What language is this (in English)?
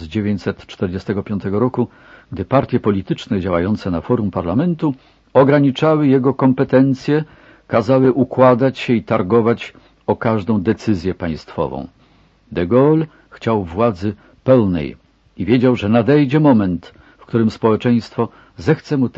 Polish